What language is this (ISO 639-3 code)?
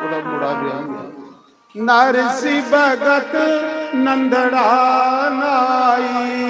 doi